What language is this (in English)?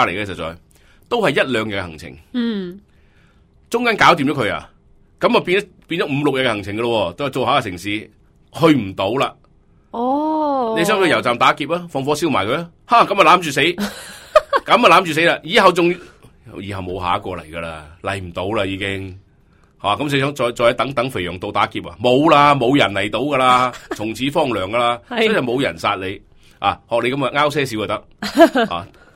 Cantonese